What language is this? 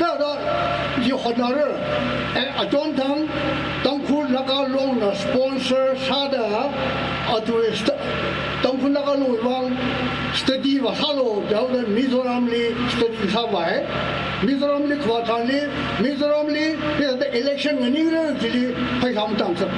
Tangkhul Naga (India)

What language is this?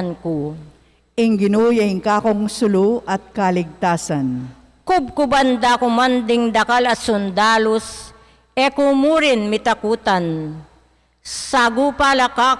Pampanga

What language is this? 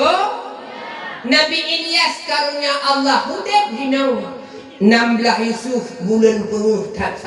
Achinese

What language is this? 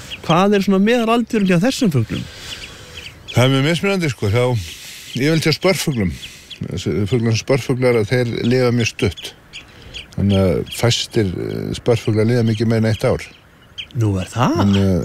Icelandic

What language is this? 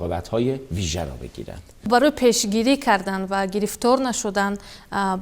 Persian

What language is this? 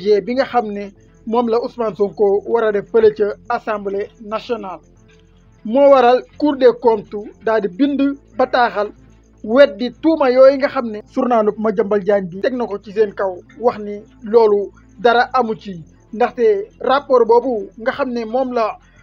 Wolof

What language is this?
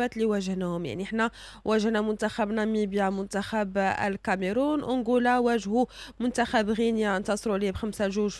Moroccan Arabic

